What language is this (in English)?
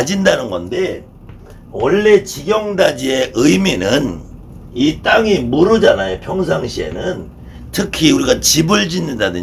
Korean